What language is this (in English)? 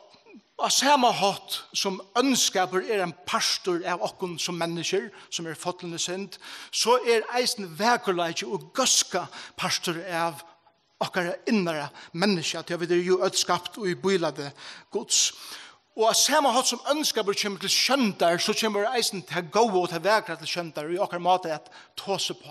Faroese